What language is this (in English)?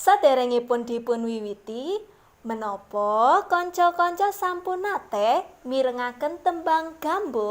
Javanese